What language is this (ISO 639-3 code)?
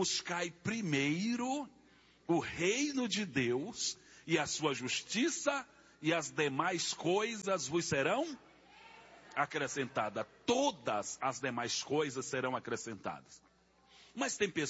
por